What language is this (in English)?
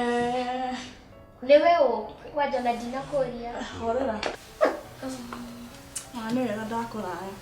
Kikuyu